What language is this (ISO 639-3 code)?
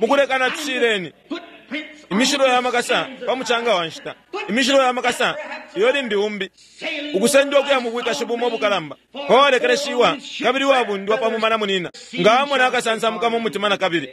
bem